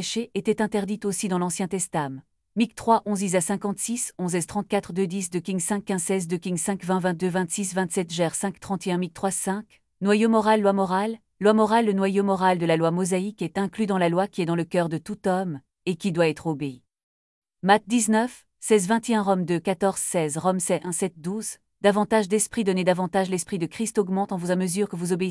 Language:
French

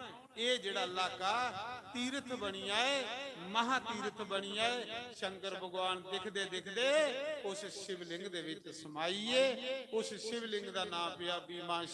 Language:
Dogri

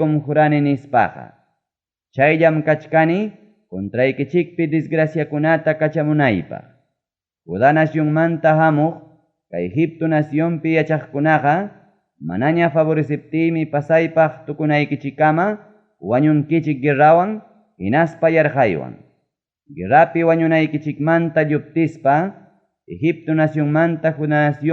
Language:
Ayacucho Quechua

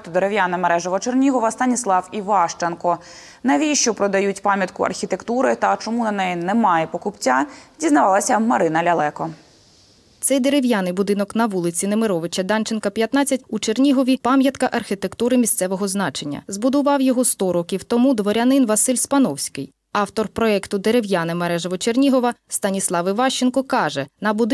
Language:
Ukrainian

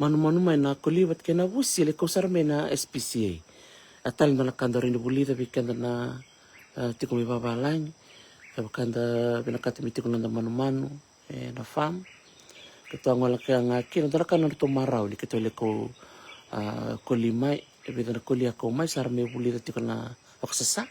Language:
Fijian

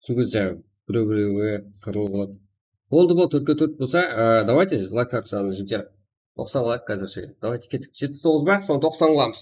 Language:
Kara-Kalpak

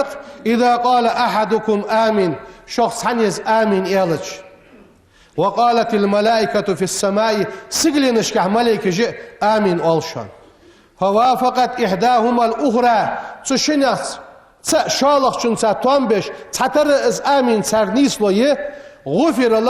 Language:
Ingush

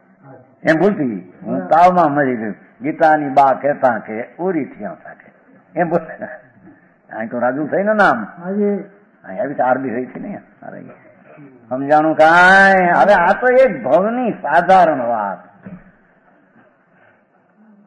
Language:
Gujarati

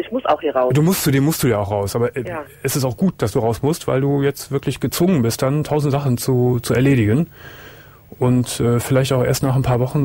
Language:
German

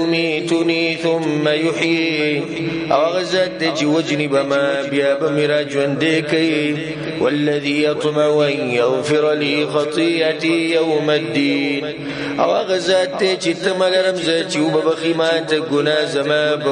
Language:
Pashto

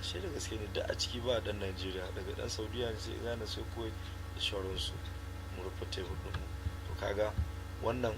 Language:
Hausa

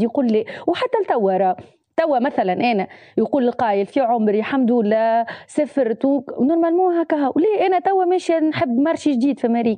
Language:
Tunisian Arabic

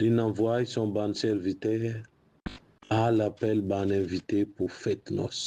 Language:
Morisyen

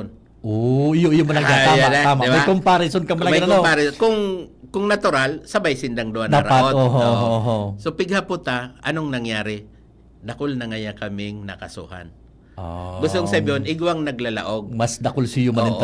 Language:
Bikol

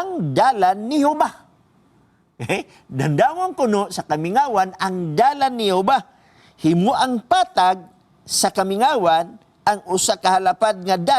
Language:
Cebuano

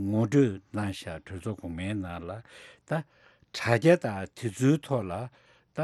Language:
Tibetan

